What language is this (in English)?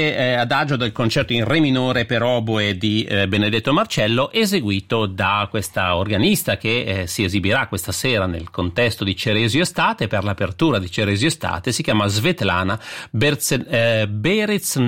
Italian